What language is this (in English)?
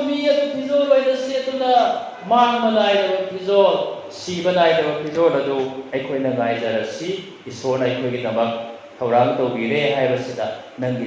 Manipuri